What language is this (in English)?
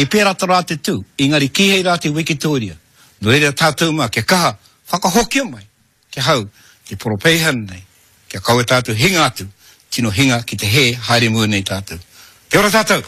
Māori